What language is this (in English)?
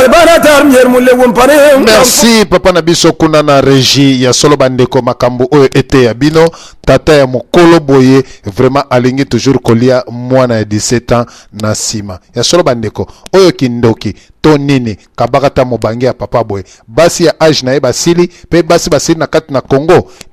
Lingala